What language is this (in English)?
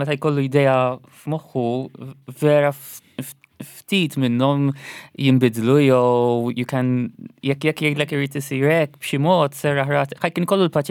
Maltese